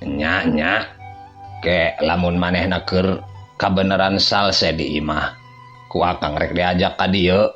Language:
Sundanese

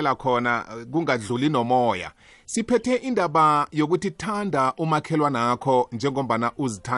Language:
South Ndebele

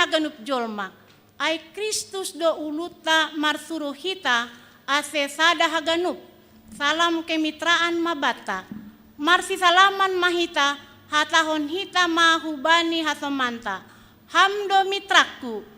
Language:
Batak Simalungun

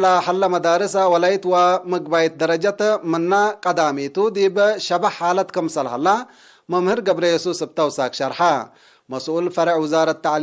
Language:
Tigre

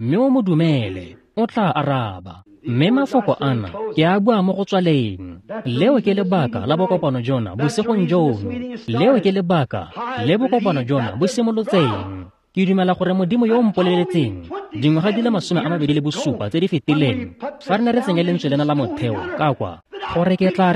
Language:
Tswana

